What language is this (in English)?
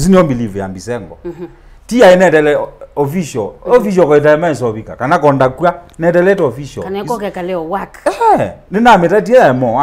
Kamba